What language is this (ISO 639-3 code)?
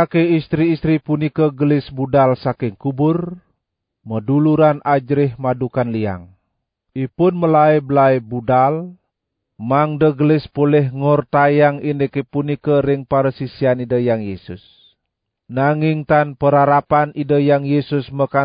ban